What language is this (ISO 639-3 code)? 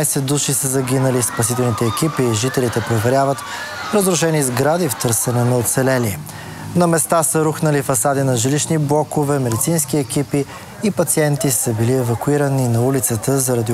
bul